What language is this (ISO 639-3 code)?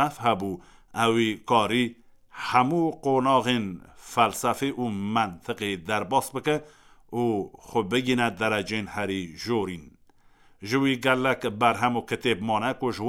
kur